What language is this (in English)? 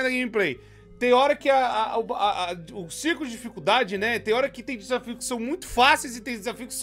Portuguese